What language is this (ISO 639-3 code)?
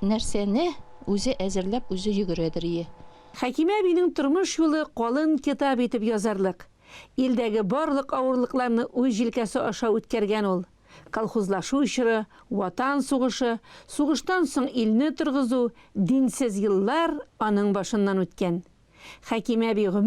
tat